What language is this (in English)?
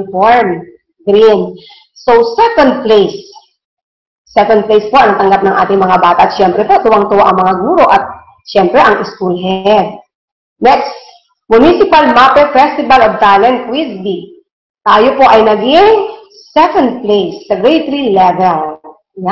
Filipino